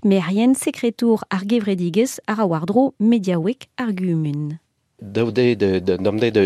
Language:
Breton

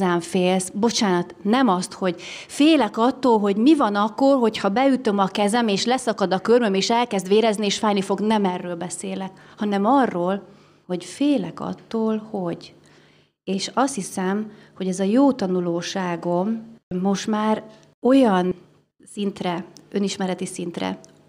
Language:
Hungarian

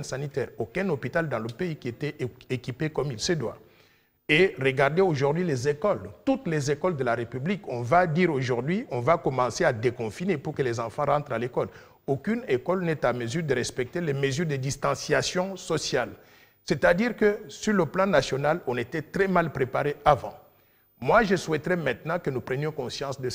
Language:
French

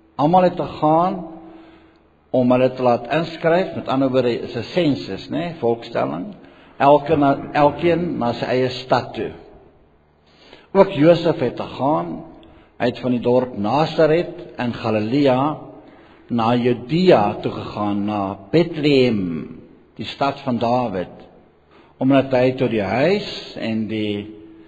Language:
Afrikaans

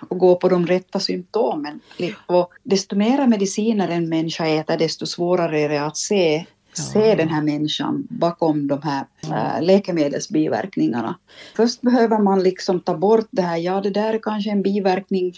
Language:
Swedish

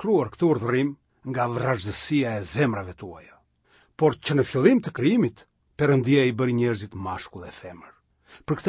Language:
Albanian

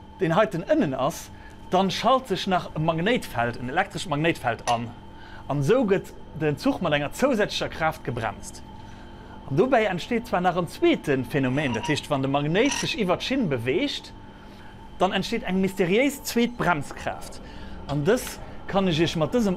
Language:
Luxembourgish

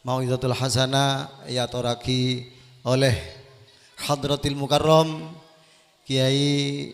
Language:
Madurese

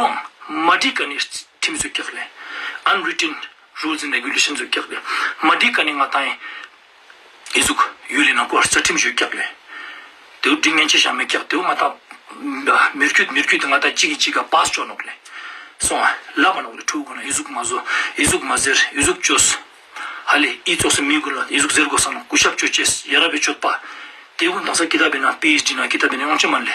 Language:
Ladakhi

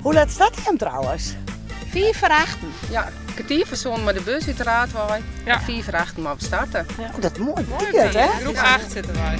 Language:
Western Frisian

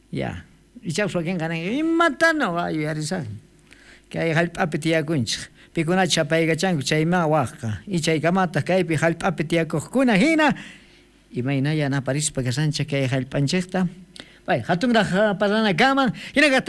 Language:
South Bolivian Quechua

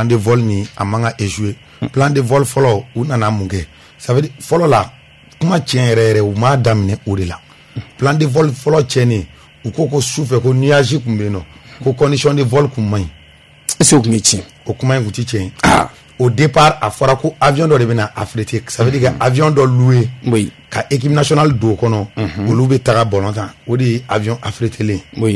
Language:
Bambara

